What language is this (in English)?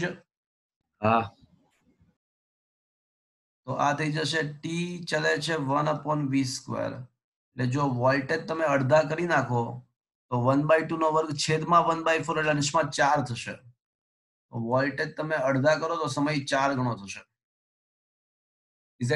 Gujarati